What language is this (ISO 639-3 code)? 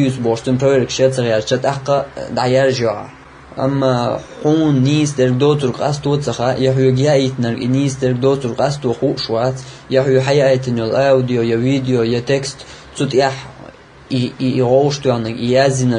che